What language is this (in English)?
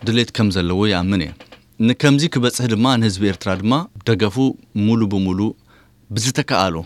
Tigrinya